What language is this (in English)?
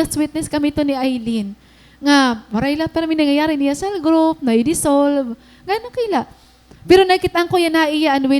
Waray